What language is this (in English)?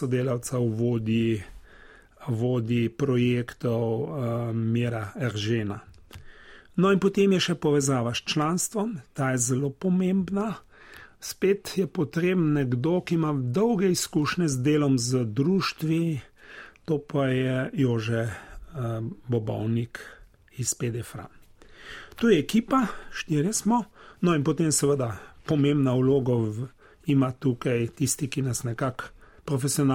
Slovenian